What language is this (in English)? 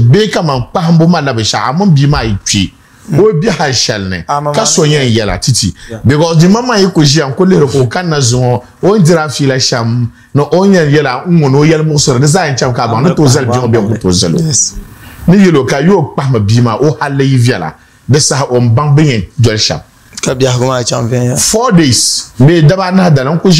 Dagbani